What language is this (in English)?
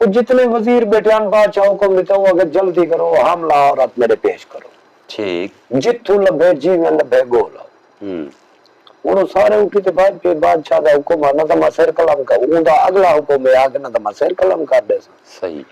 Saraiki